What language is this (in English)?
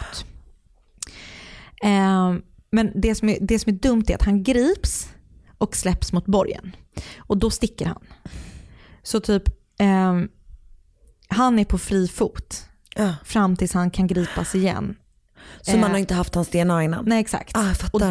Swedish